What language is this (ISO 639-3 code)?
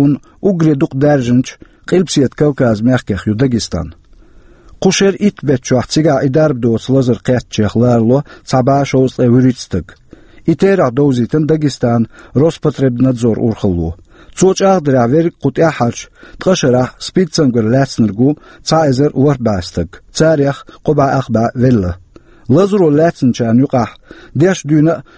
che